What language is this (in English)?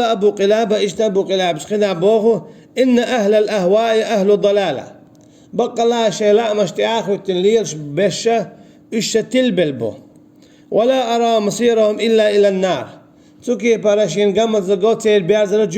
Chechen